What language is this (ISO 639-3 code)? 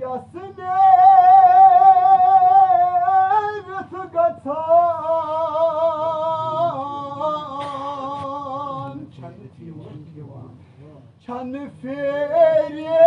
kas